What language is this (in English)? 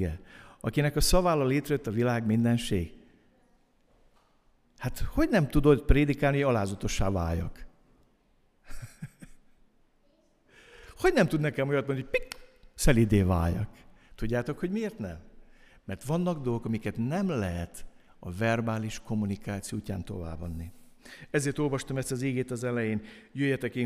Hungarian